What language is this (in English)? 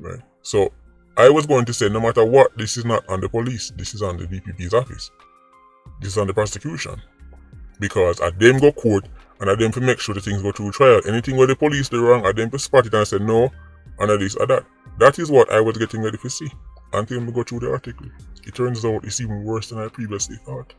Jamaican Creole English